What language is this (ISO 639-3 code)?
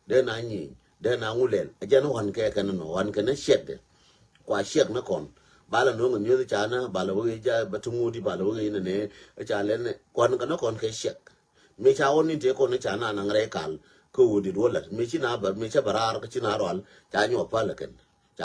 nus